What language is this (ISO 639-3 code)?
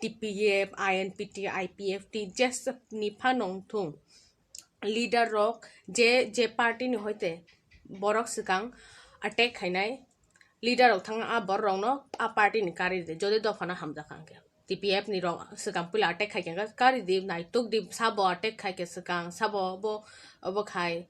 trp